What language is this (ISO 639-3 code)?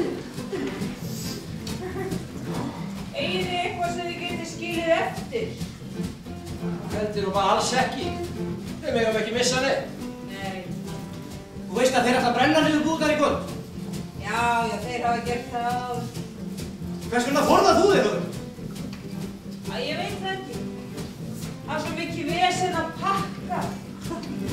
isl